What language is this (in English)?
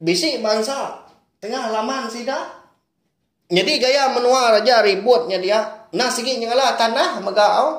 Iban